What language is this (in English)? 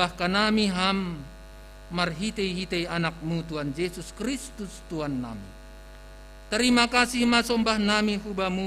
Batak Simalungun